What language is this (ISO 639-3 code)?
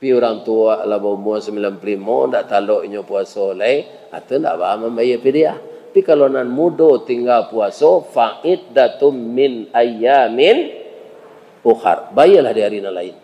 min